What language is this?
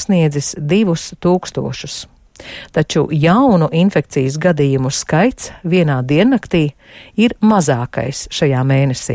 Latvian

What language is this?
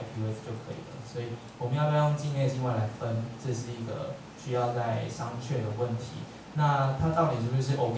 Chinese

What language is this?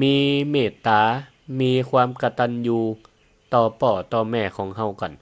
Northern Thai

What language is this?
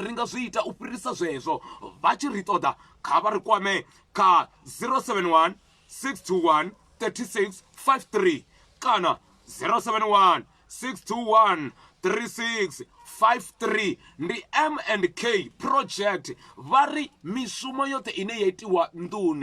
Venda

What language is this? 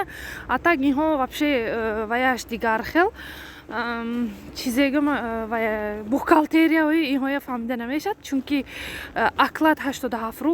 Tajik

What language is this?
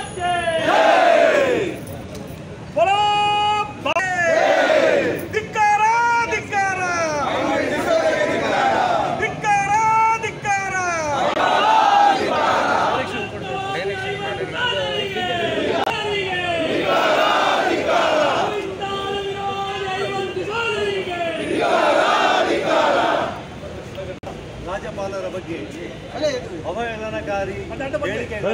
Kannada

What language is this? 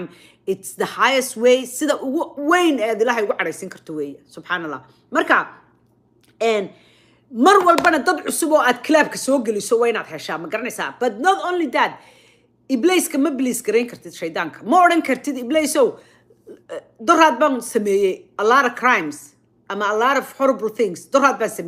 Somali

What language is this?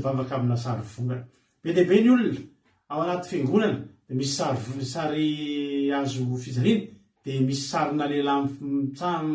Malagasy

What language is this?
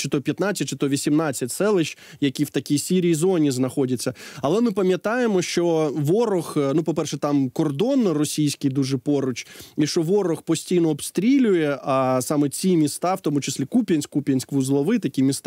Ukrainian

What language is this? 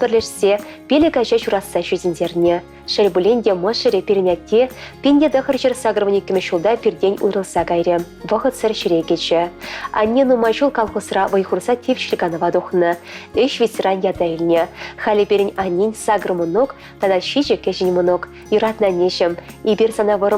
Chuvash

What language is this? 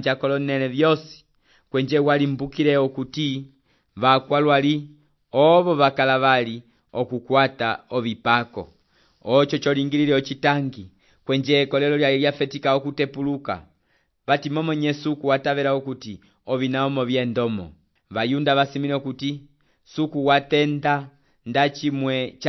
Umbundu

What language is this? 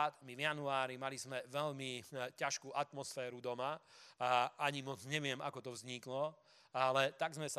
Slovak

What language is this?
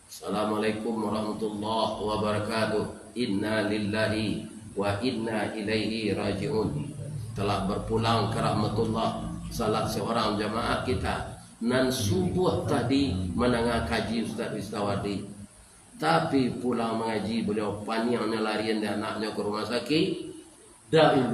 Minangkabau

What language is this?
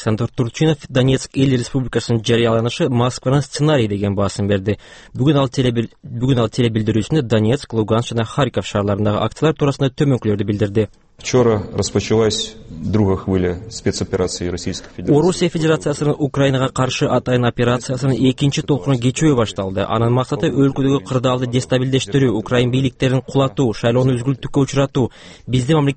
Kyrgyz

